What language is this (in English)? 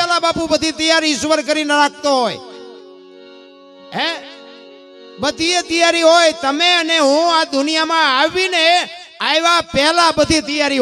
Gujarati